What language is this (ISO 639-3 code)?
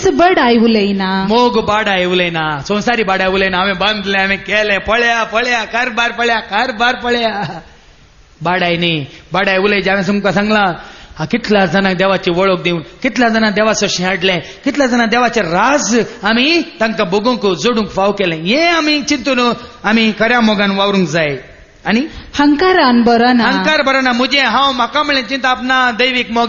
kok